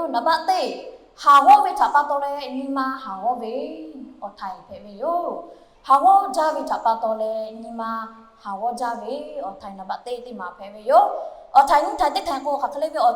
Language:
Lahu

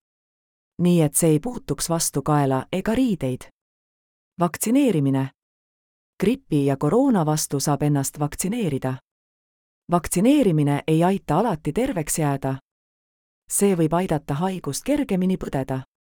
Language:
Estonian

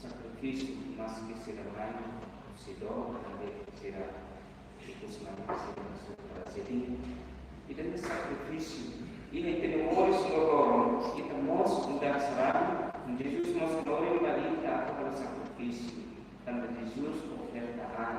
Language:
Tetum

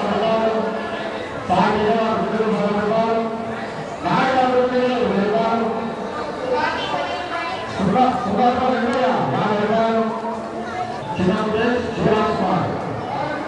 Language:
Telugu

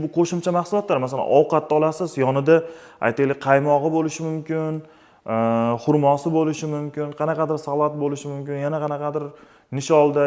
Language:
Uzbek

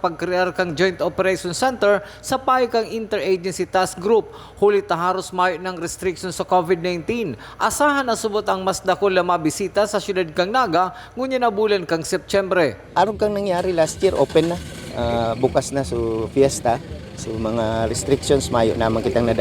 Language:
Bikol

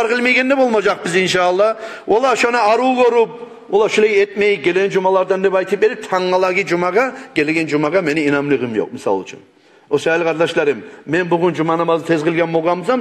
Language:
Kumyk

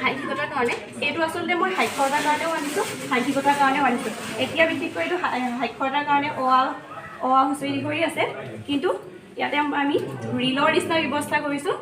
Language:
Assamese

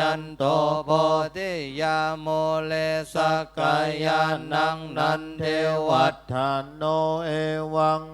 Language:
Pali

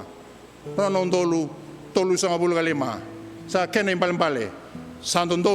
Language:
Fijian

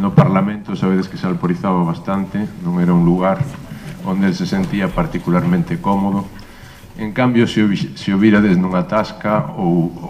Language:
Galician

